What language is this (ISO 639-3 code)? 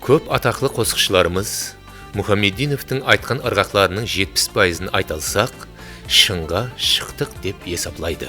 kaa